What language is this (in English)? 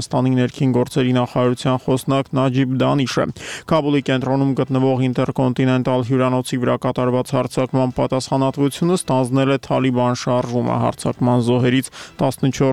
Armenian